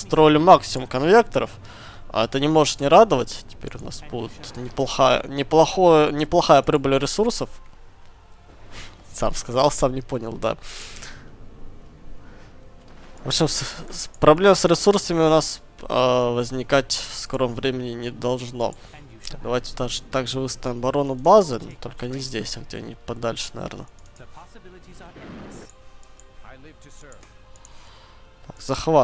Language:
Russian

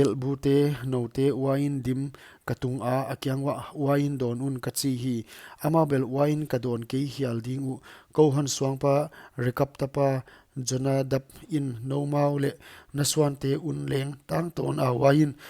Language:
Paite Chin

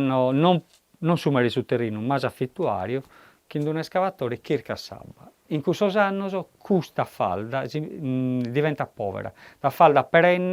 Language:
Sardinian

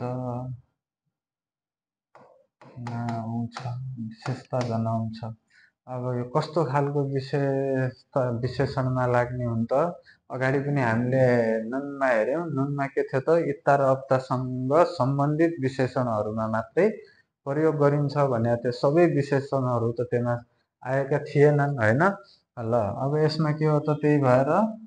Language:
Nepali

